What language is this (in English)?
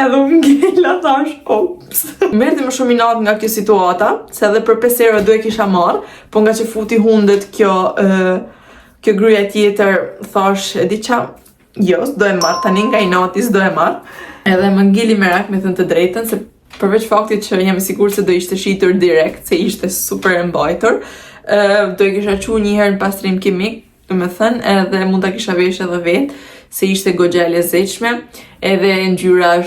Albanian